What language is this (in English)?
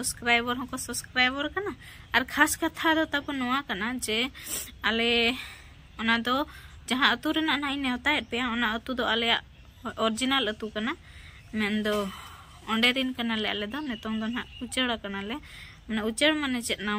Santali